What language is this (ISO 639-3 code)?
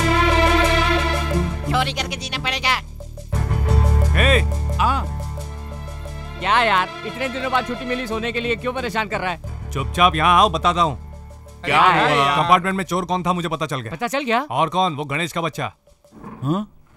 hin